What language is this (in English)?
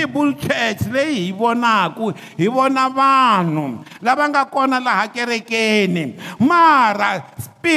Tsonga